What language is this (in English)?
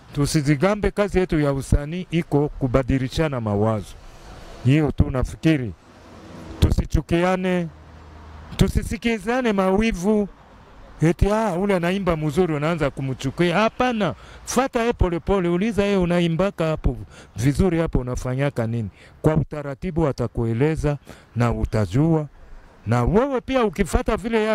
Swahili